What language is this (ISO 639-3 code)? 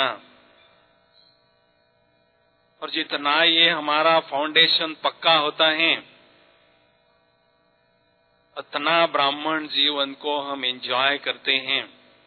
hin